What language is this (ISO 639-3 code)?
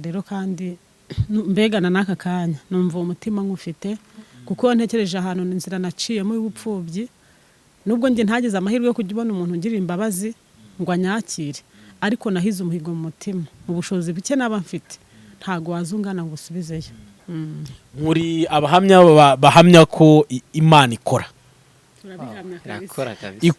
kin